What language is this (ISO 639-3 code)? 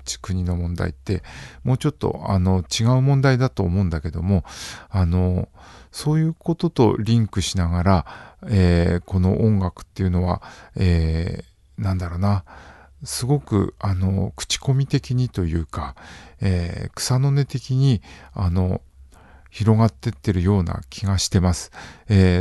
jpn